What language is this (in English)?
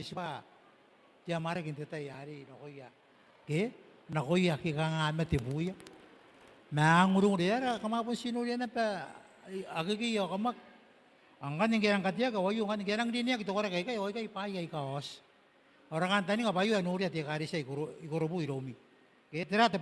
Gilbertese